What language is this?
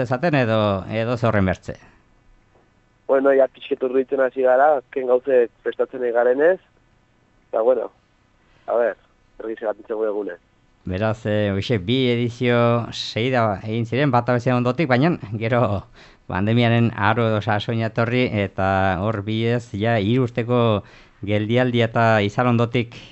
Basque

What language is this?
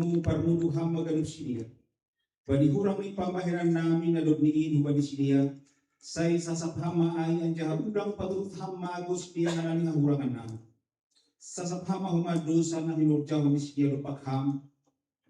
Batak Simalungun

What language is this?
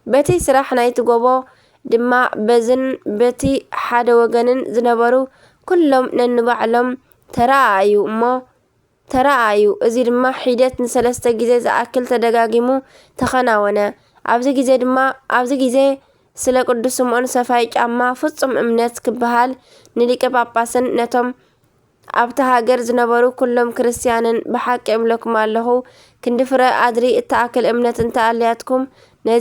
Tigrinya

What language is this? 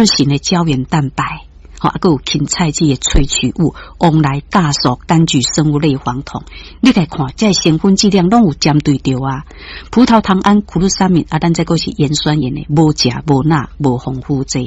Min Nan Chinese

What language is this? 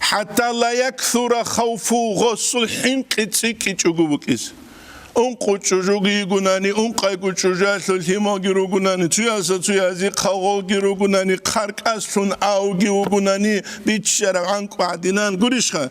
Avaric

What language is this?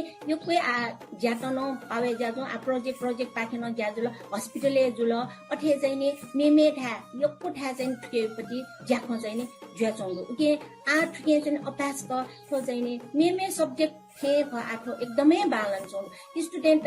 Newari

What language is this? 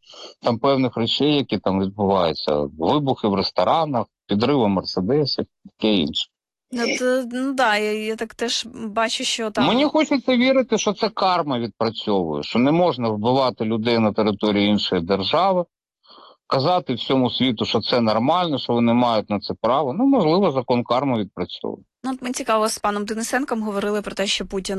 Ukrainian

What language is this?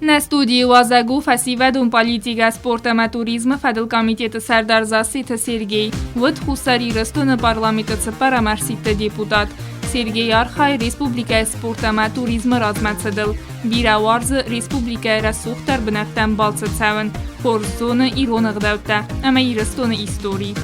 Ossetic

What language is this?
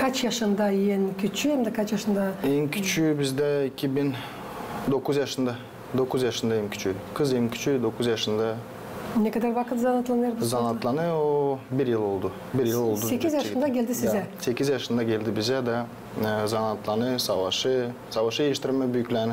Gagauz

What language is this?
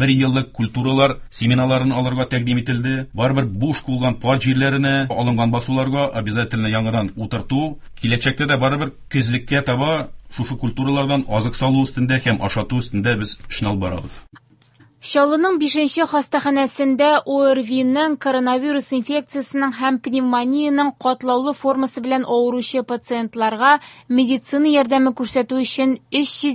Tatar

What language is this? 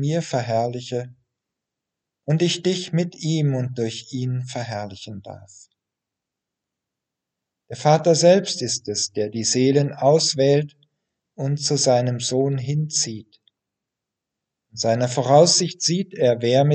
German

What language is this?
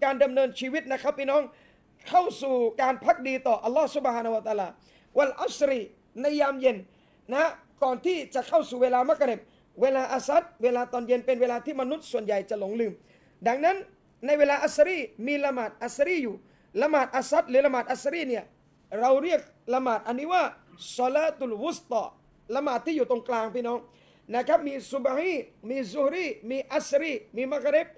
Thai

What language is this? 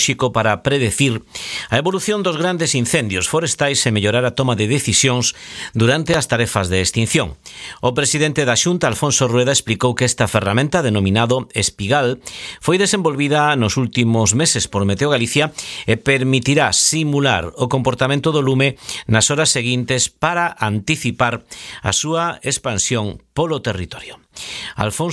Galician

